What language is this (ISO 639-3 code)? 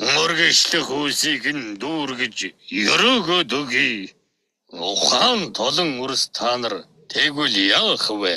mon